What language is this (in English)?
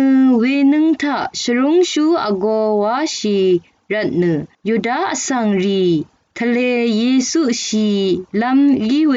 Rawang